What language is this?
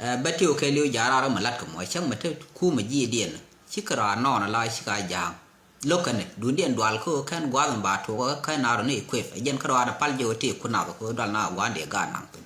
Nuer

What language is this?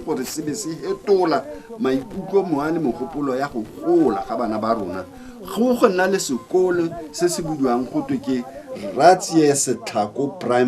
Tswana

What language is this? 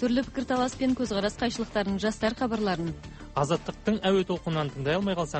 Kazakh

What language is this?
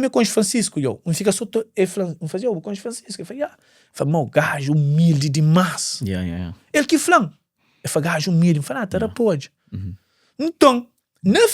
Kabuverdianu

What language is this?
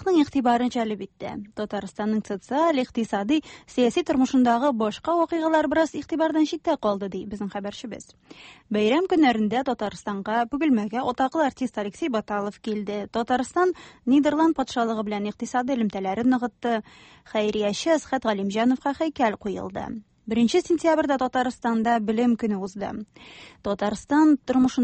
Tatar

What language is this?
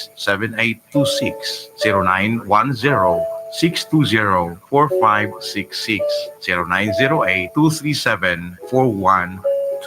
Bikol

